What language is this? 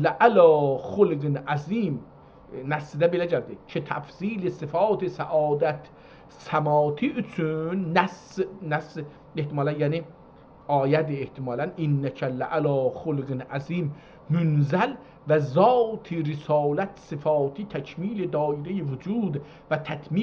South Azerbaijani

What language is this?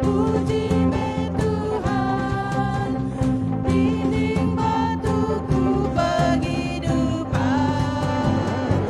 Iban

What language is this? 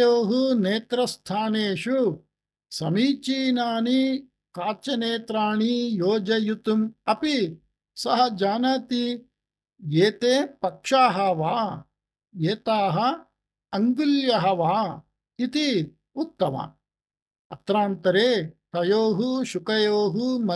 Sanskrit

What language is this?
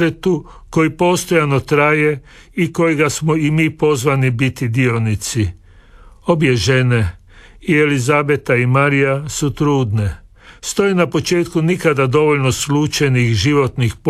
Croatian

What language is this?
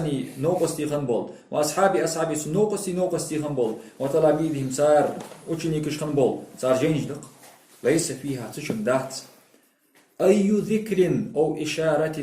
Ingush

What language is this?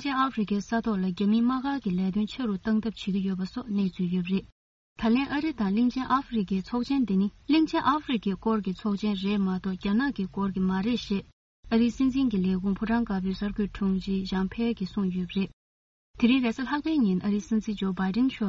Tibetan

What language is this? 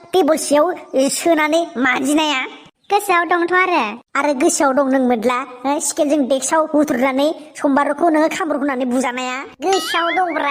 Bodo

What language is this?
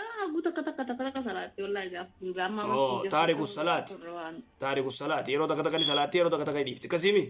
Oromo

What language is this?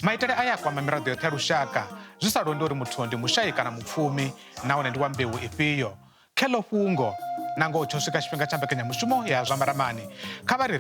Venda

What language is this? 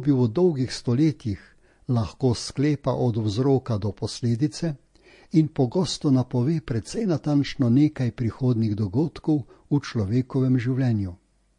Slovenian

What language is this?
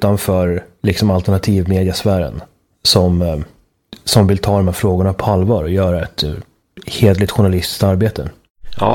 Swedish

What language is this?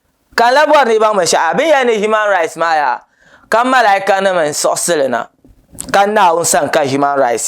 Dagbani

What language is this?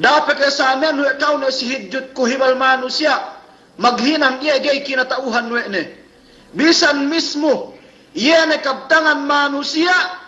Yakan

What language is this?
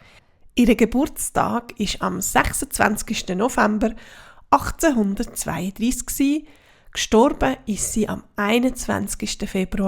Swiss German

